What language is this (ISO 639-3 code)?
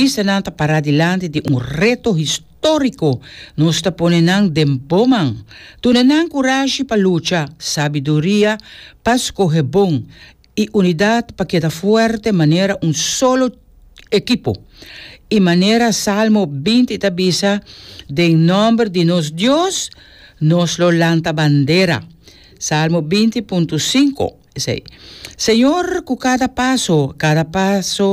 pap